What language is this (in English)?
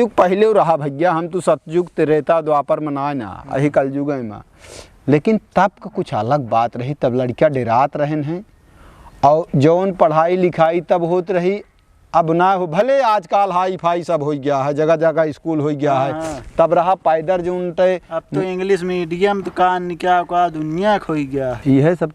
Awadhi